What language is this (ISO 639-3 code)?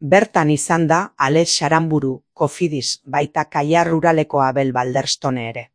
eus